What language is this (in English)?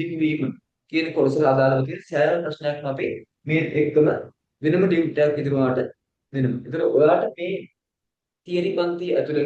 Sinhala